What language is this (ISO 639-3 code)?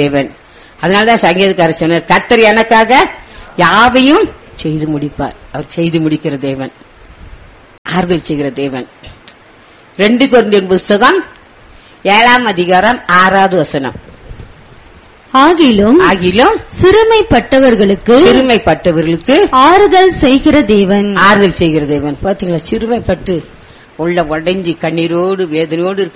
tam